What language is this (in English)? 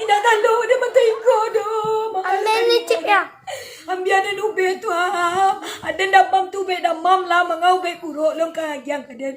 Minangkabau